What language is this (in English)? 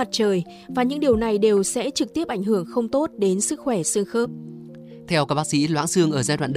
Vietnamese